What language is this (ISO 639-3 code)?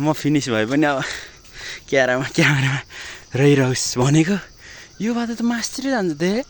nep